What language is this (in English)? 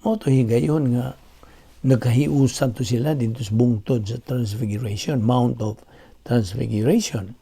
Cebuano